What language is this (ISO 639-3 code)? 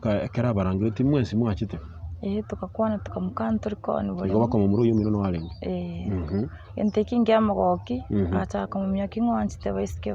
guz